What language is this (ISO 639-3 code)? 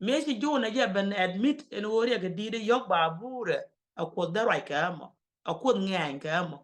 nus